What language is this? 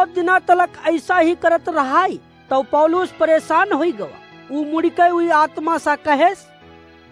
Awadhi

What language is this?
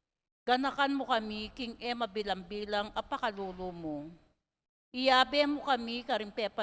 Pampanga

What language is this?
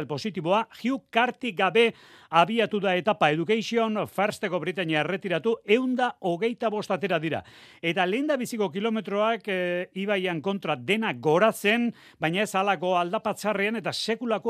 Basque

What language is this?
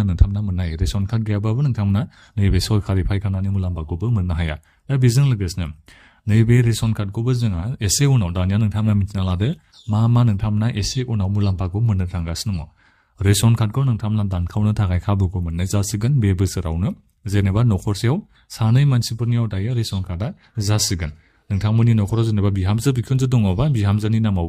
Bodo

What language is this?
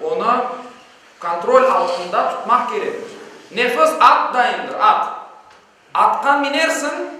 Crimean Tatar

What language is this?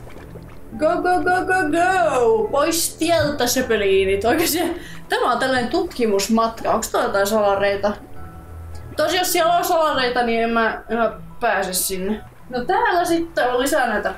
Finnish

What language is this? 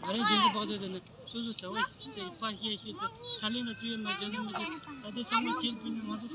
Tibetan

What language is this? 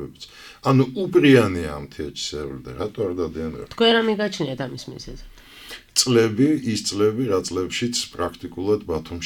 Georgian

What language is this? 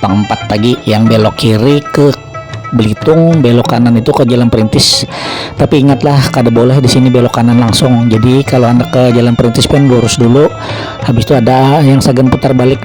Banjar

